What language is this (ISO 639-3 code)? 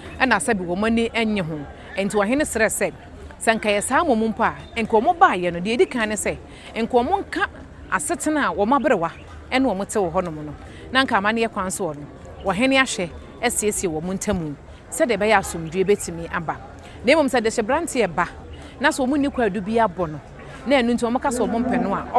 aka